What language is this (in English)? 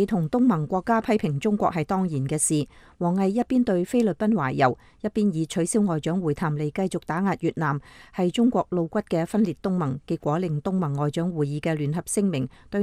Cantonese